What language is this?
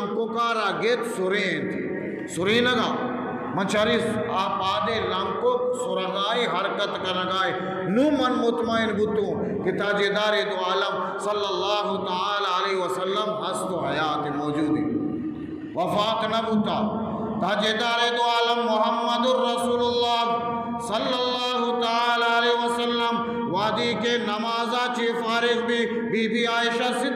Eastern Balochi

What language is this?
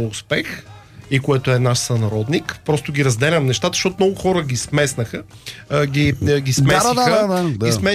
Bulgarian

